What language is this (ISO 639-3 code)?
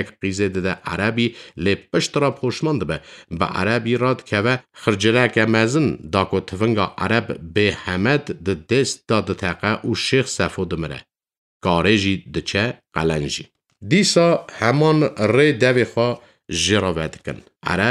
kur